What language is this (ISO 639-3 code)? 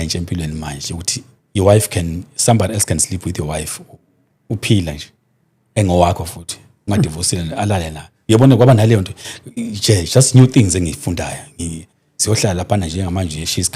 zul